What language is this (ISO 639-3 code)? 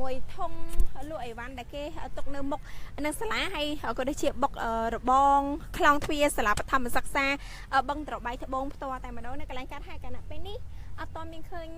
khm